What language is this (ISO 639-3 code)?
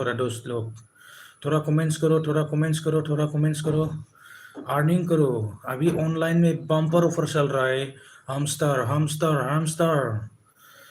brx